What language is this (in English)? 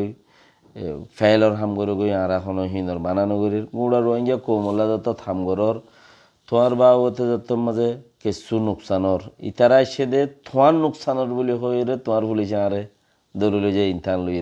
Rohingya